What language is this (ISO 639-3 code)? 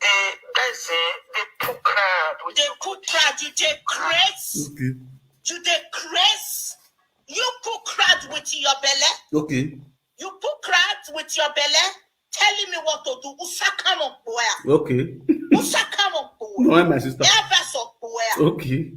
pcm